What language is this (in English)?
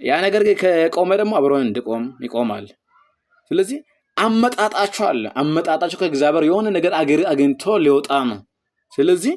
Amharic